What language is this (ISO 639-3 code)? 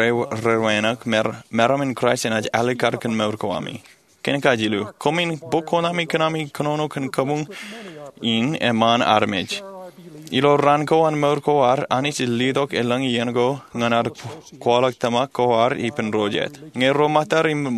mah